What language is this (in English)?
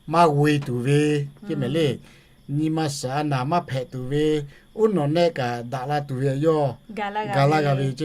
Lahu